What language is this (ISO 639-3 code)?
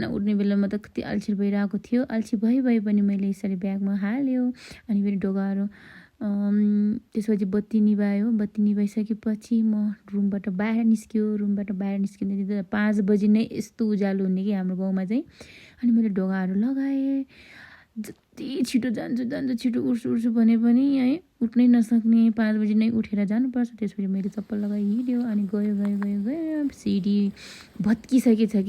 nep